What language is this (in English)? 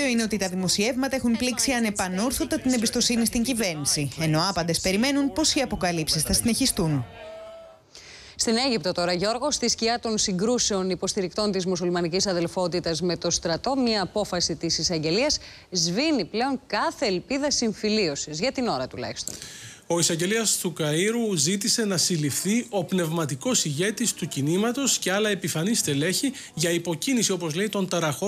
Greek